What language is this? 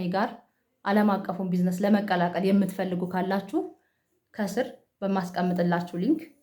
Amharic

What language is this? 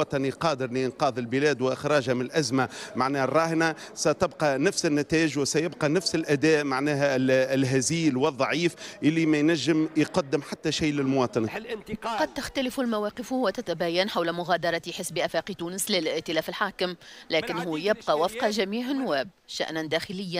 Tunisian Arabic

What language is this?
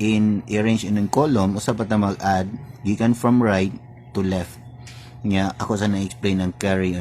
Cebuano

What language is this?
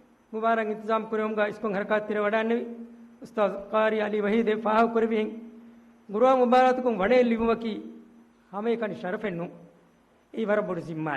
Divehi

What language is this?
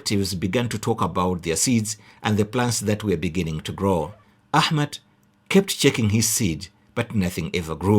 English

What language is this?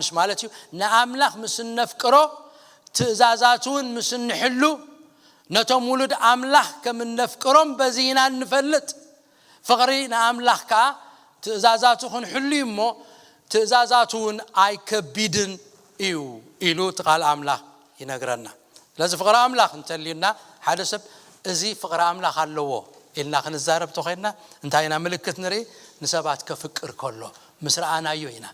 Tigrinya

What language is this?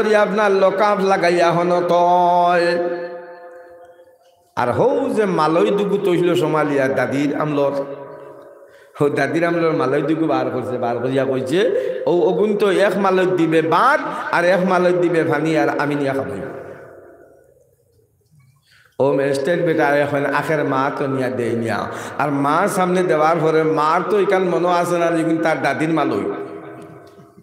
Sylheti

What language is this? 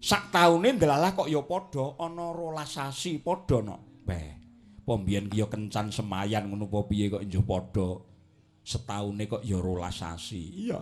Javanese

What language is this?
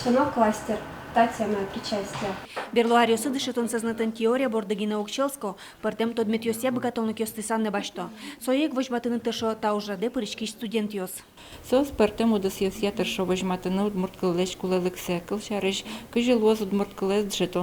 Udmurt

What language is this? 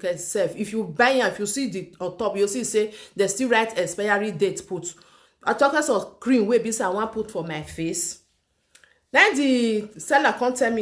Nigerian Pidgin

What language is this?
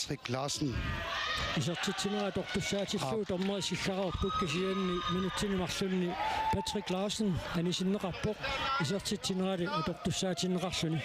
Kalaallisut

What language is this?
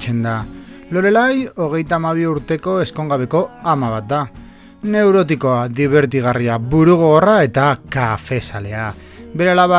Basque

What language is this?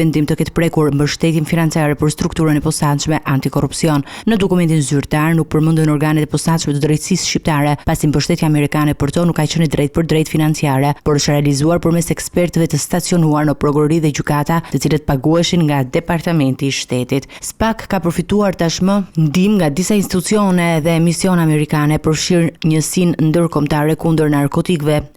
Albanian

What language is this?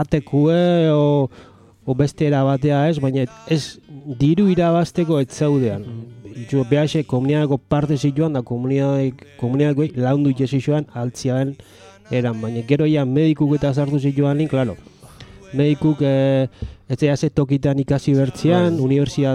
Basque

